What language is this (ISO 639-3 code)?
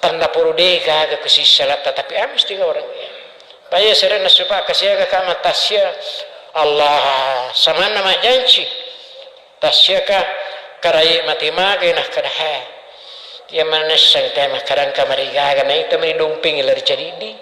bug